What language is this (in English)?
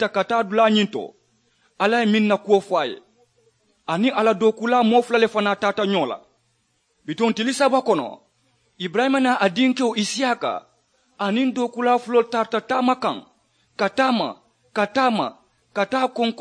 Mandingo